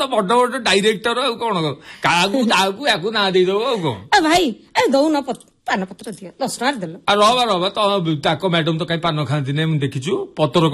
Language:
Odia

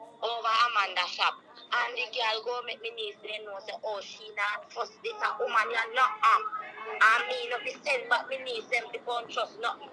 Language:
Jamaican Creole English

